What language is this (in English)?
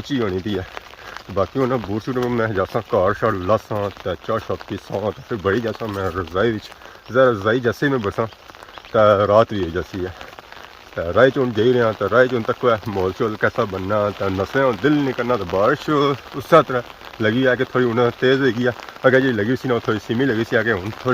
Pahari-Potwari